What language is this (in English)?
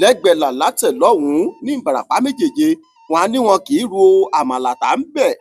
Yoruba